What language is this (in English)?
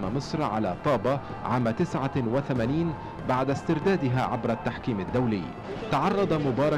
Egyptian Arabic